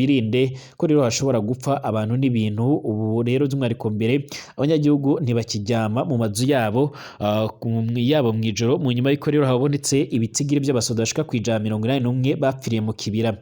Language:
Rundi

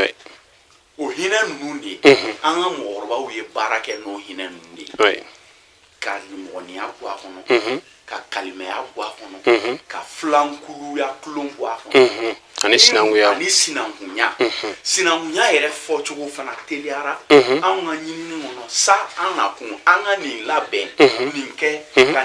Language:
Bambara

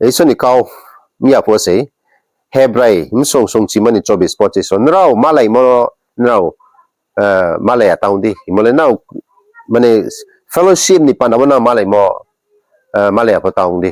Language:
Riang (India)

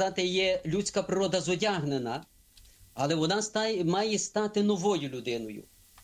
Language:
Ukrainian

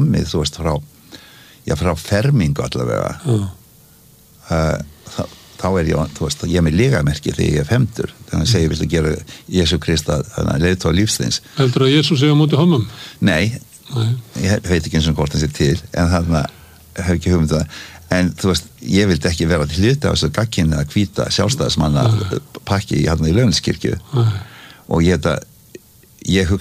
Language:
Icelandic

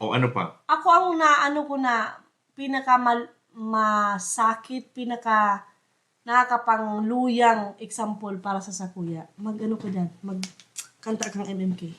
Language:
Bikol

